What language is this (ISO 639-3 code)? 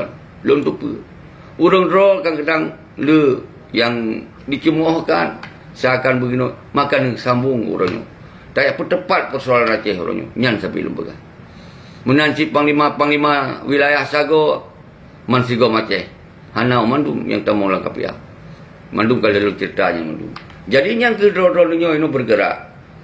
ace